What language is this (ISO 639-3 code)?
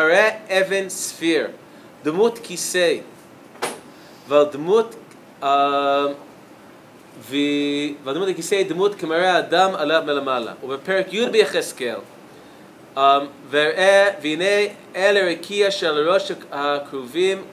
heb